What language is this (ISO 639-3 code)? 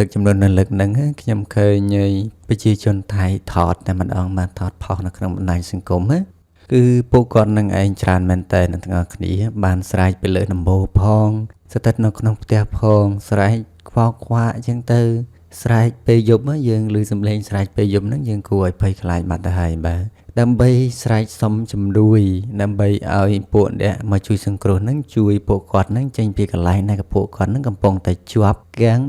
khm